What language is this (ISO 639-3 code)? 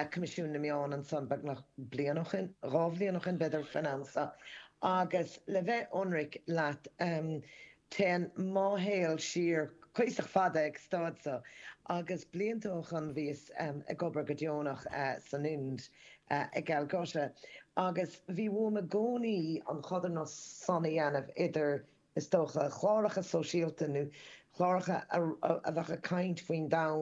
gle